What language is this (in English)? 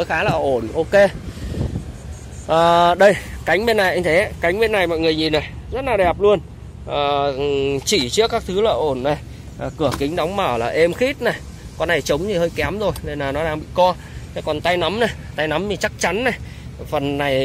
Vietnamese